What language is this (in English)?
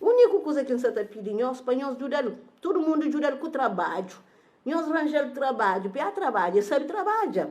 Kabuverdianu